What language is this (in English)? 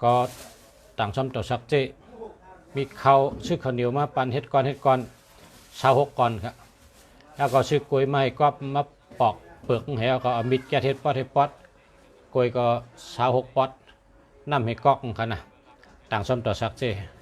Shan